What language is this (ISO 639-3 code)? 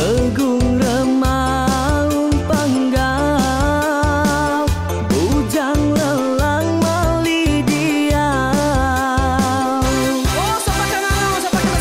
iba